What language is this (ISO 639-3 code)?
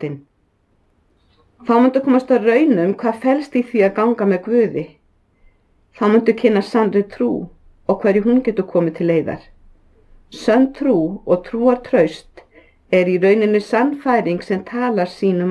isl